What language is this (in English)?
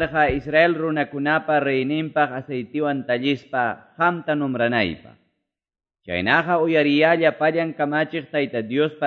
Quechua